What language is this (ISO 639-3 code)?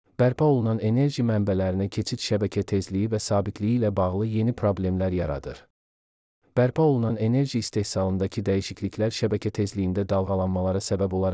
aze